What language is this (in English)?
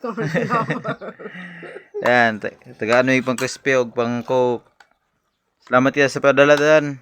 Cebuano